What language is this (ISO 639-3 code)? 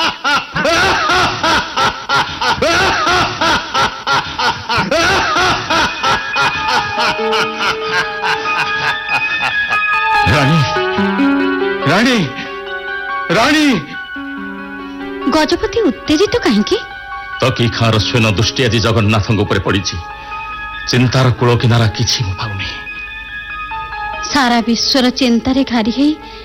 ori